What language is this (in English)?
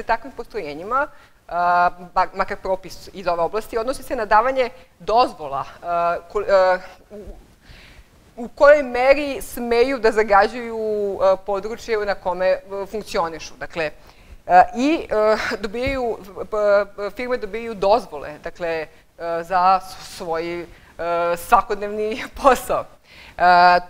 Serbian